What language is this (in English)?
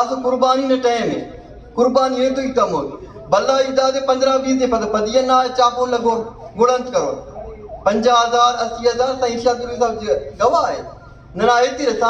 Brahui